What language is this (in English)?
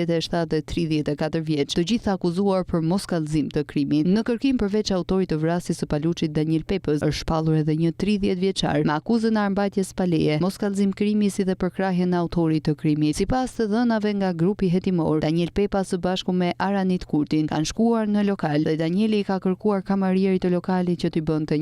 Albanian